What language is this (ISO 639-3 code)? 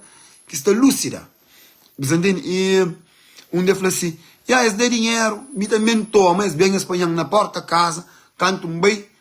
kea